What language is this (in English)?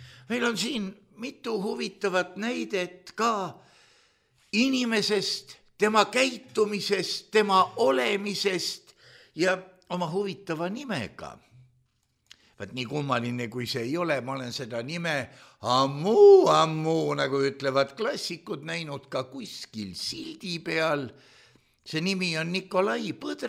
Estonian